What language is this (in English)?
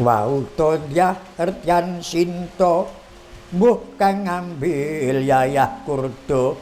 Javanese